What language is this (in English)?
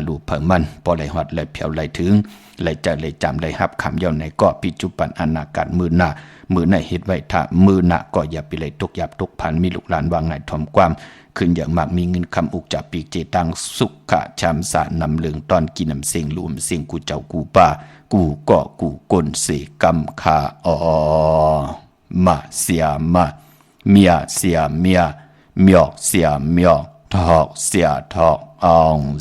Shan